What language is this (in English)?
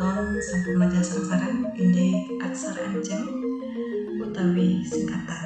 Balinese